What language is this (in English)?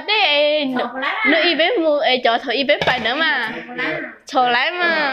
Hmong